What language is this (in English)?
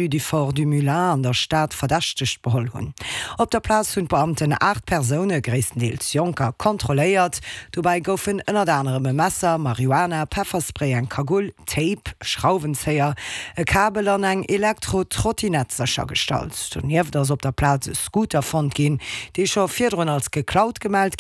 Luxembourgish